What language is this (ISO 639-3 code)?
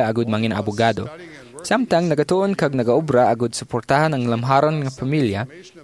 hil